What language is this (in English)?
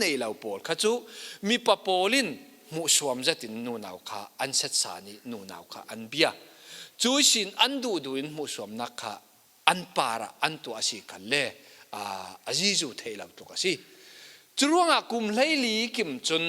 Falam Chin